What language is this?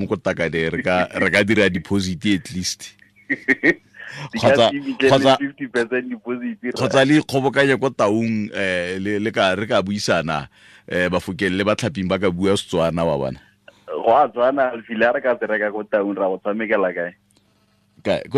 Tswana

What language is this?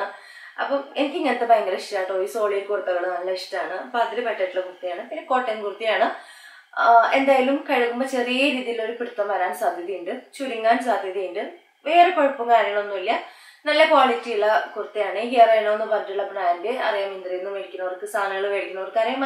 Malayalam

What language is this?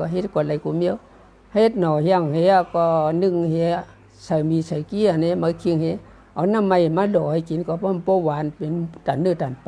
Shan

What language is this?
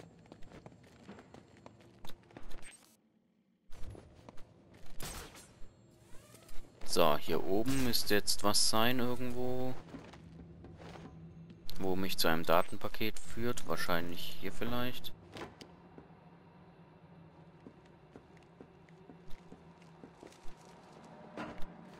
German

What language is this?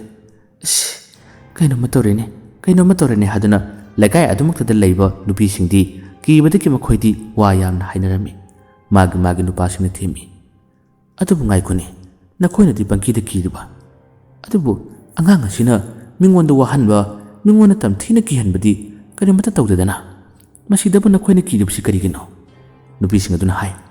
Manipuri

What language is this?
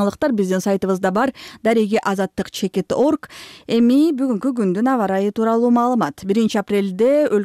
Kyrgyz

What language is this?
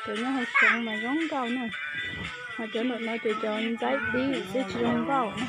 Hmong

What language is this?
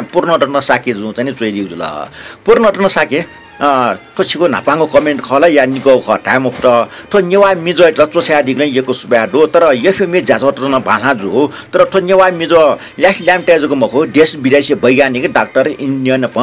Newari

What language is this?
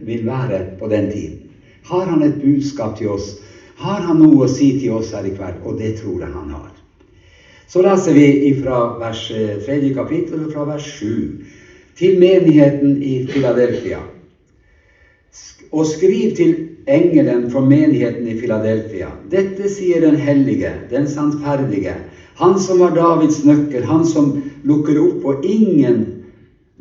Norwegian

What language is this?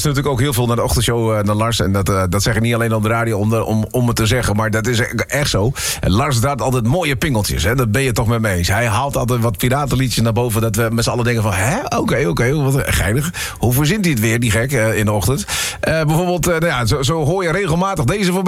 Dutch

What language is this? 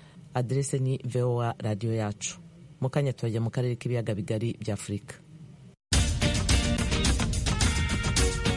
Kinyarwanda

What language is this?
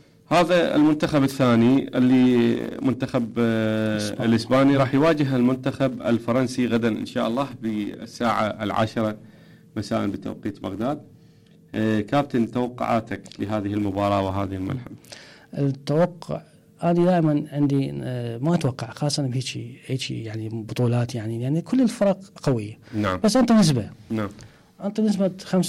Mesopotamian Arabic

